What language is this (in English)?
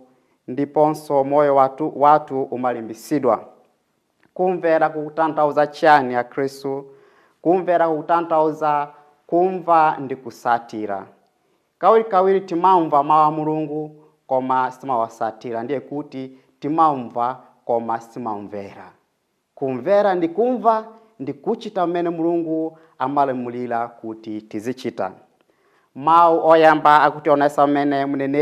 Nyanja